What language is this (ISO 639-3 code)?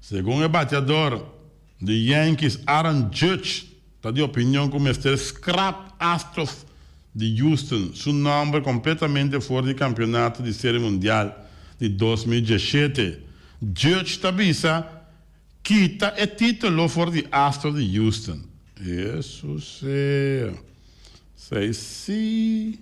pap